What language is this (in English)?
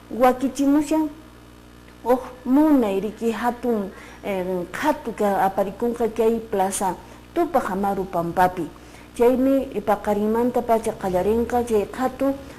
Quechua